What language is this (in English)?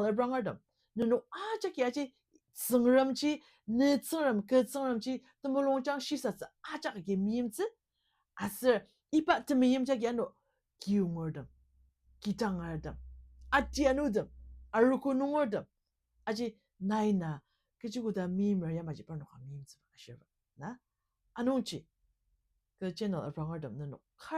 Ao Naga